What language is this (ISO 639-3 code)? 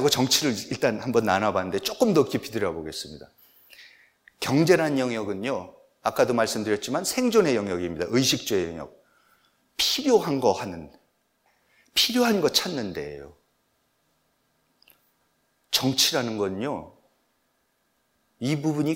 kor